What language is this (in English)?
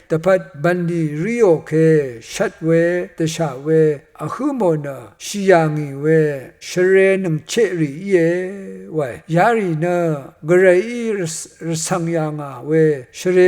Rawang